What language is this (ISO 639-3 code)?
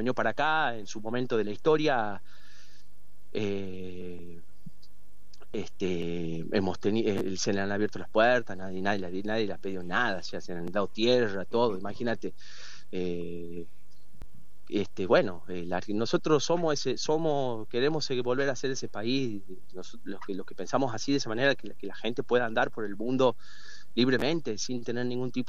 spa